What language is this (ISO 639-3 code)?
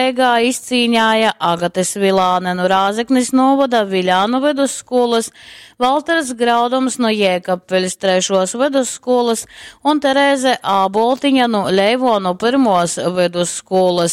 ltg